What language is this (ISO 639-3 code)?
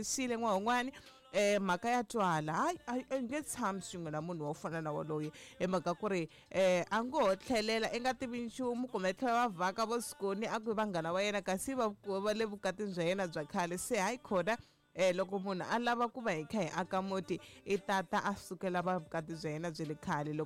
tso